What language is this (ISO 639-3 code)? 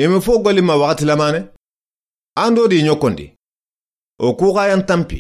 snk